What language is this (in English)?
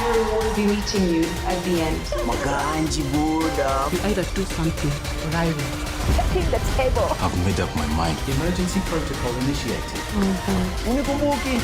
Meru